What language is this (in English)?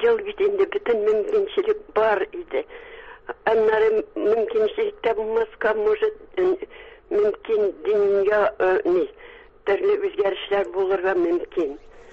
Tatar